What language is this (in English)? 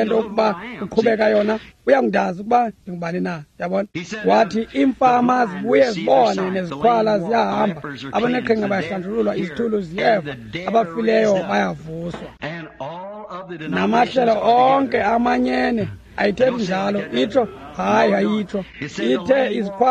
Xhosa